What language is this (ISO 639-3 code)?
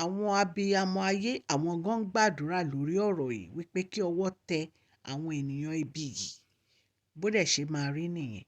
yor